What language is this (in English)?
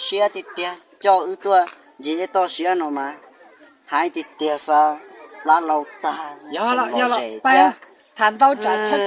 Hmong